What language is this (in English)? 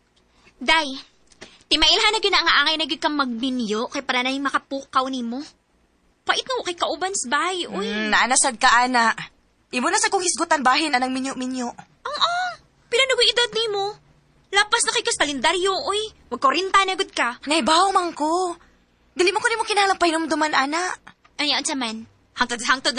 Cebuano